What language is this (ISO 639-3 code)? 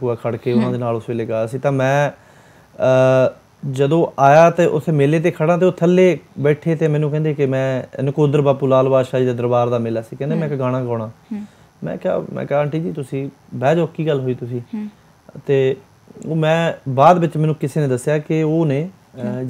pan